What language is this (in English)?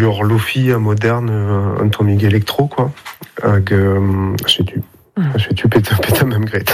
Breton